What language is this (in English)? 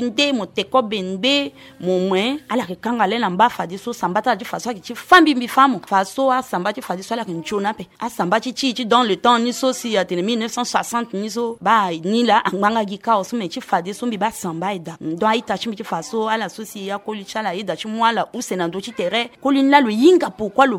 Sango